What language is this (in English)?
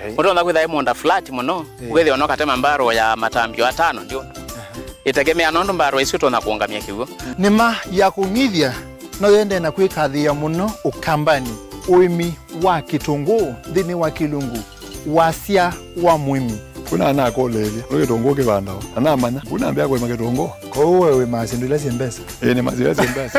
Kamba